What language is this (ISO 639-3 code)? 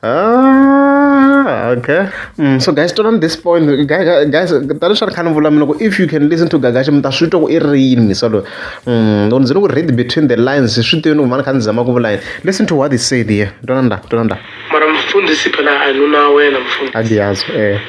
tso